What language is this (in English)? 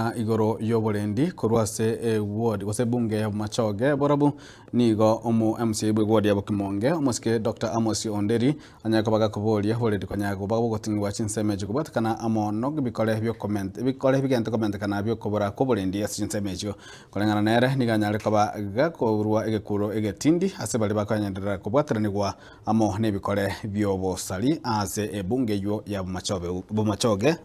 Gusii